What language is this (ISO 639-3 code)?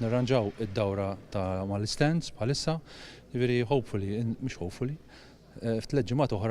mlt